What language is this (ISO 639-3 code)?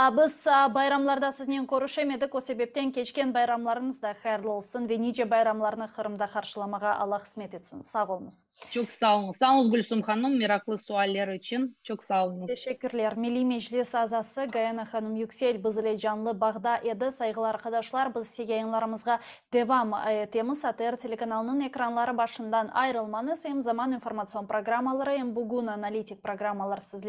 crh